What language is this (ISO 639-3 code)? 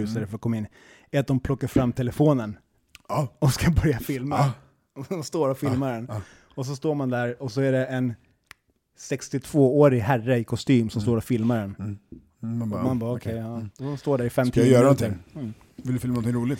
swe